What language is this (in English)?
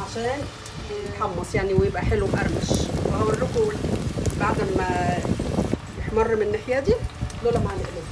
Egyptian Arabic